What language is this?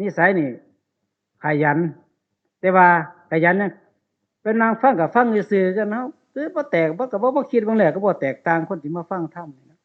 Northeastern Thai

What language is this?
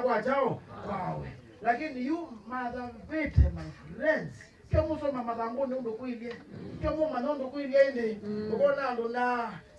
Kamba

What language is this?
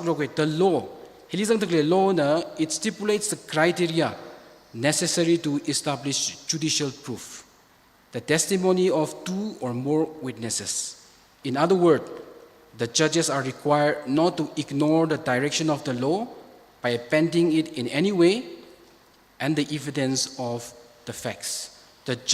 Tangkhul Naga (India)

